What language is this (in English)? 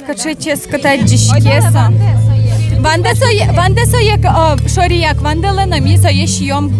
Udmurt